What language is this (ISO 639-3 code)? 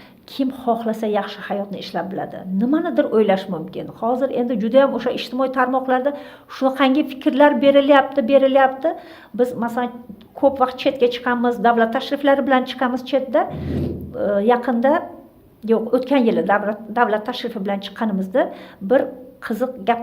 uzb